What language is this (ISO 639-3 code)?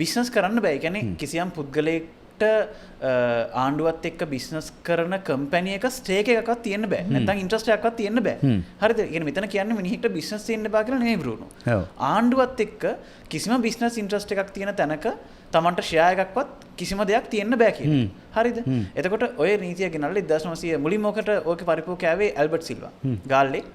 sin